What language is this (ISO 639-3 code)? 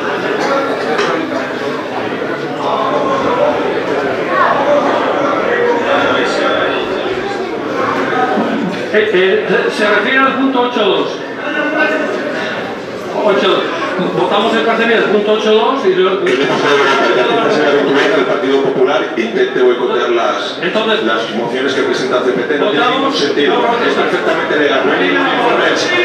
spa